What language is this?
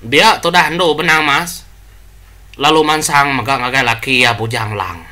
Iban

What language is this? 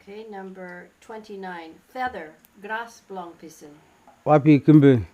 Kamasau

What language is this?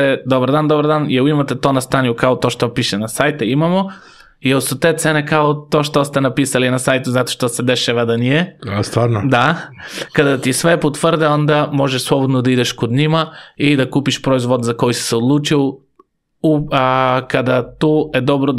Serbian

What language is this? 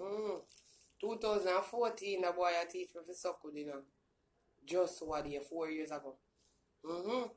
Jamaican Creole English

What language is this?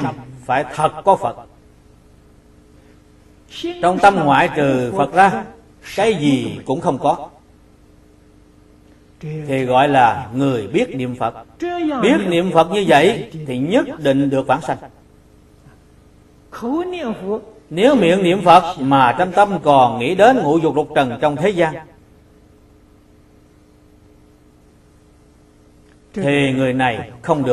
Vietnamese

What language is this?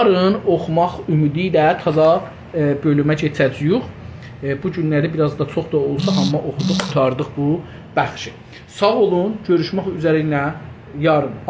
South Azerbaijani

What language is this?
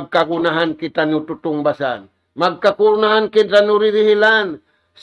Tausug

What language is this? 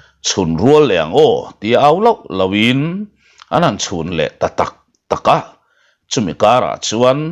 Mizo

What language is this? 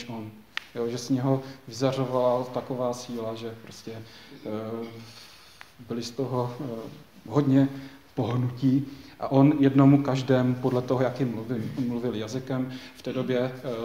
Czech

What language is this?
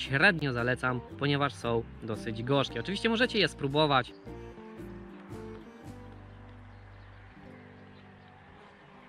Polish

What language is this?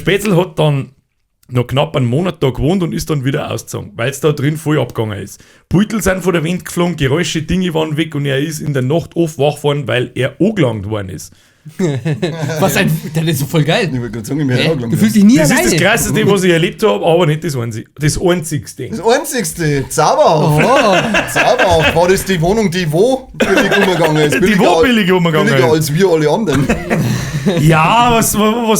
Bavarian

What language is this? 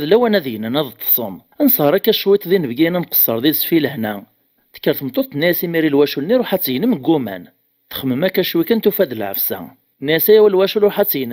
Kabyle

